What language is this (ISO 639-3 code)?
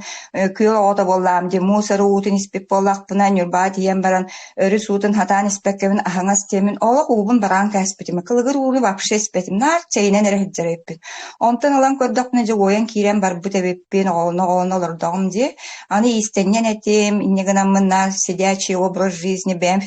sah